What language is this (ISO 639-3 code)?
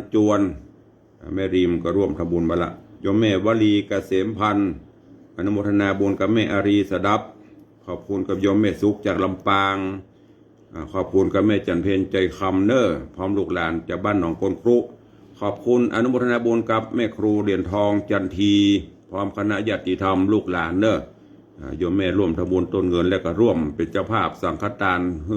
nod